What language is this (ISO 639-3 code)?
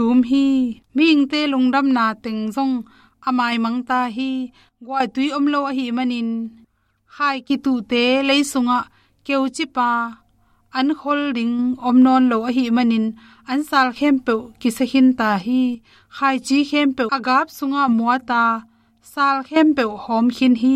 ctd